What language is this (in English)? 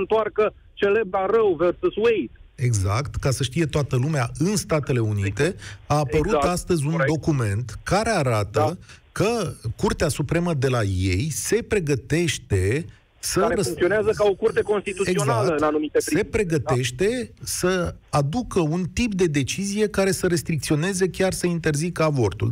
Romanian